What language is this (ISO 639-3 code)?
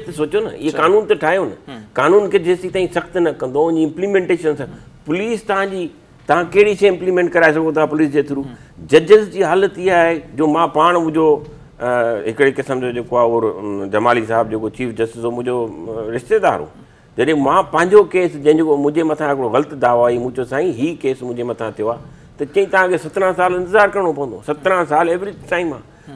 snd